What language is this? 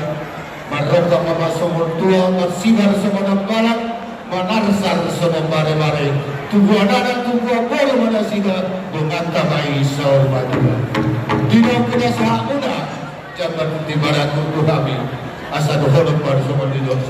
Batak Toba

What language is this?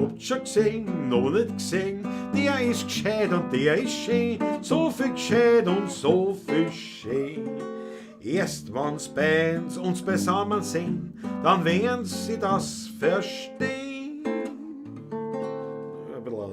Bavarian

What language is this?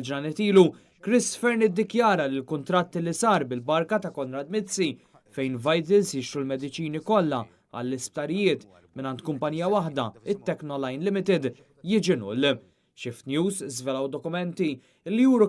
Maltese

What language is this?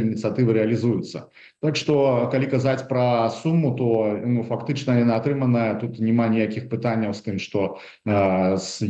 Belarusian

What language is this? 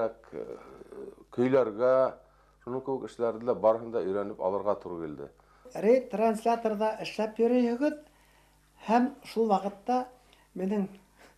Bashkir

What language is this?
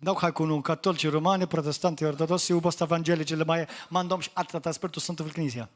Maltese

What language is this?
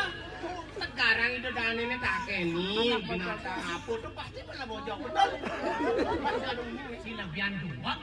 Balinese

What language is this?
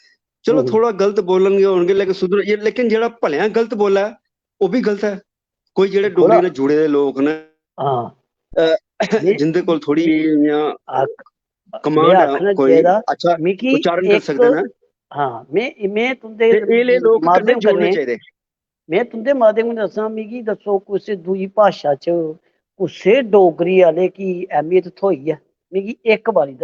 Dogri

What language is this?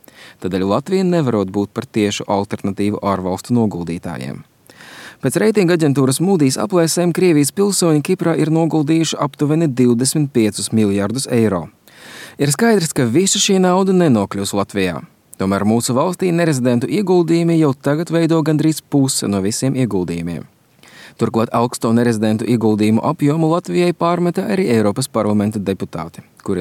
Latvian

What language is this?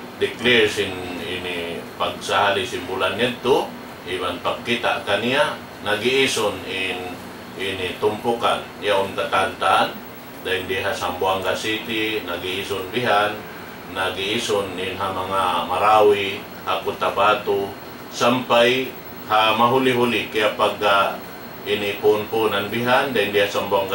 Tausug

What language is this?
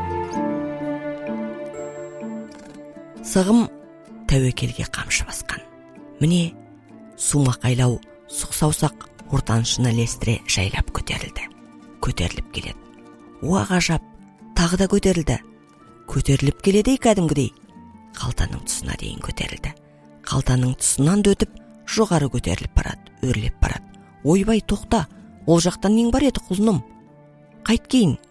Kazakh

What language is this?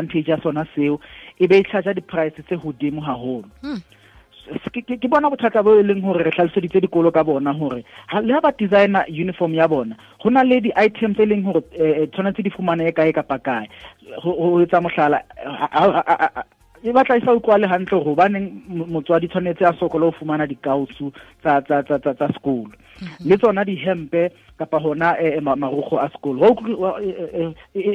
Southern Sotho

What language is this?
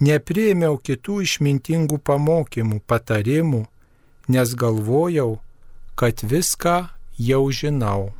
Lithuanian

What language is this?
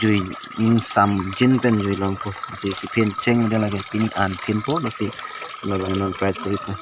Karbi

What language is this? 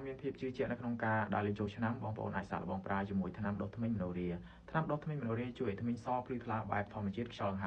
Khmer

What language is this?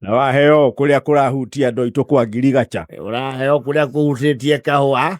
Kikuyu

